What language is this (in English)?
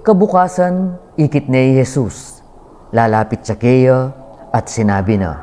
Pampanga